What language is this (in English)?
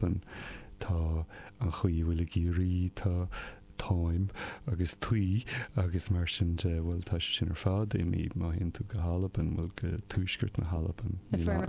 Irish